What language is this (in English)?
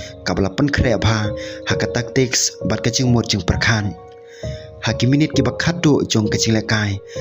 Khasi